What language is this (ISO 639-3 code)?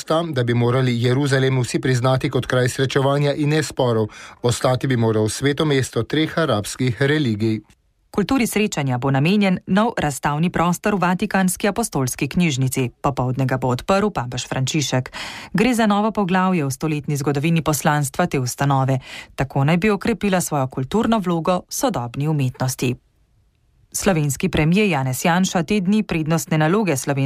slv